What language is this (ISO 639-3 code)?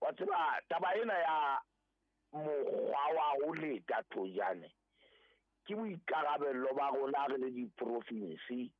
sot